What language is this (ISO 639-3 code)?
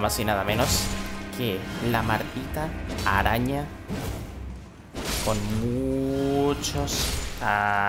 spa